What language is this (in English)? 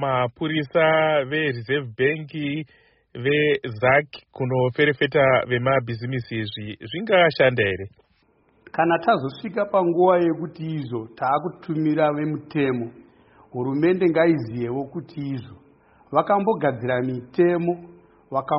Shona